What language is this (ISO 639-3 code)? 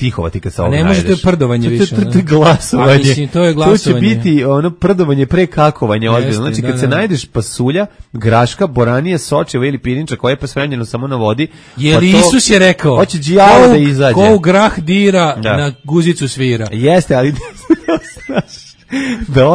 srp